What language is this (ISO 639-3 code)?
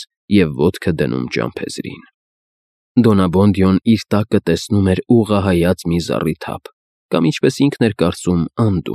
hye